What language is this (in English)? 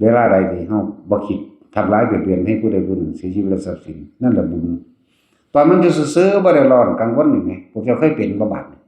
Northeastern Thai